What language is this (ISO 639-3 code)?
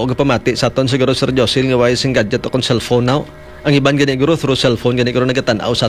hil